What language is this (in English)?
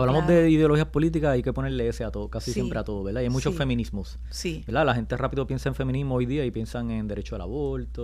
Spanish